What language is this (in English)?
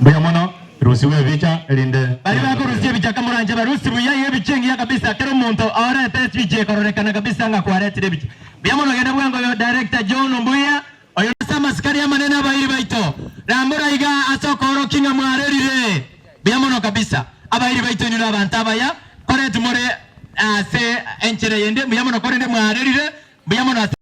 Gusii